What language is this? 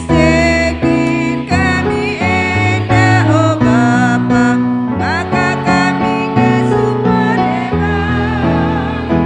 Batak Karo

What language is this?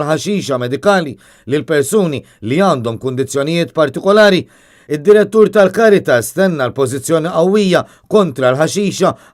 Maltese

